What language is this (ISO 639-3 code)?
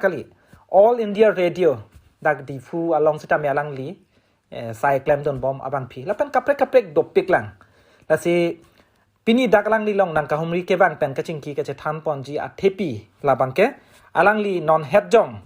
mjw